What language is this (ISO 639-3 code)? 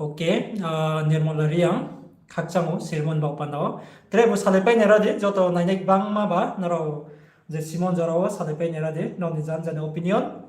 ria